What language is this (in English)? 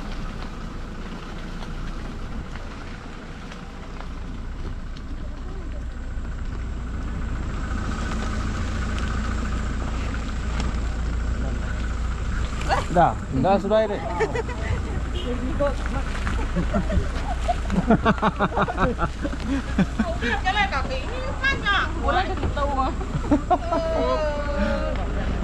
Malay